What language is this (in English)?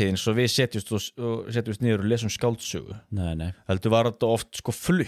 Icelandic